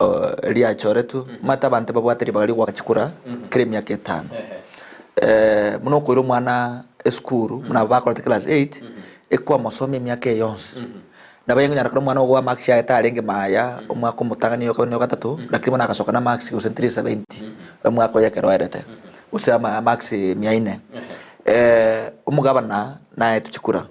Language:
Gusii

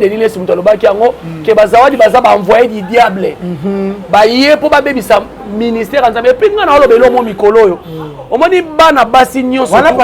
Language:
Lingala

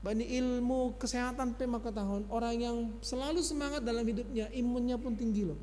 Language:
Batak Simalungun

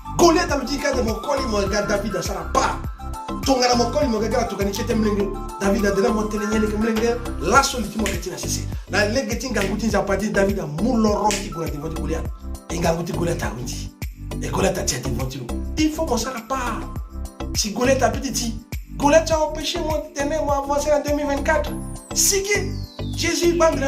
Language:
Sango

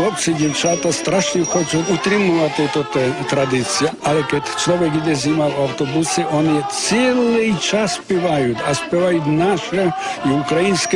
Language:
Rusyn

